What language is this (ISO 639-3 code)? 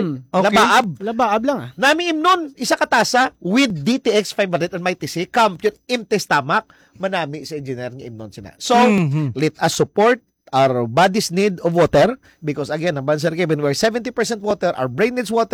hil